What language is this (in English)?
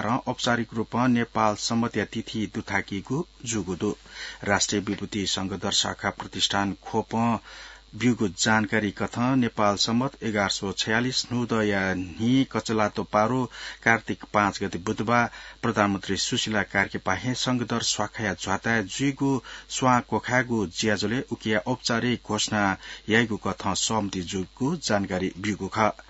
Newari